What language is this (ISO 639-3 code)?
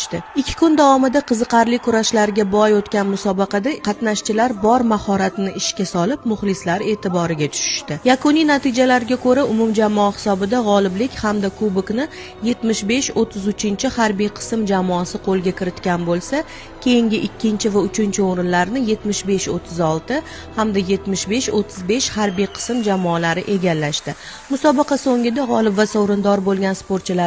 uzb